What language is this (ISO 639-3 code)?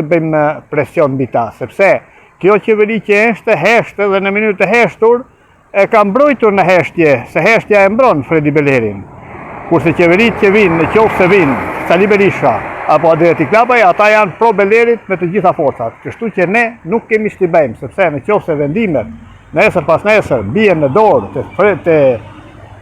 sqi